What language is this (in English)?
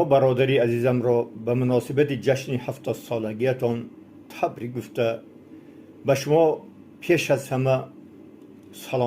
Tajik